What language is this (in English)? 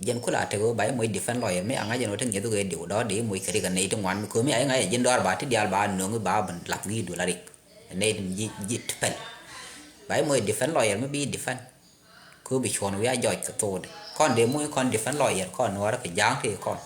Nuer